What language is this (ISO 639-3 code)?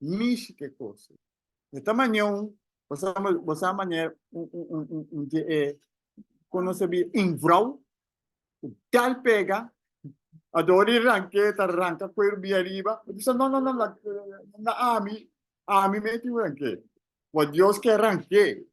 pap